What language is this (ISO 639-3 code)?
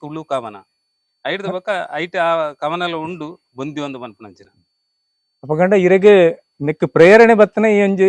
tcy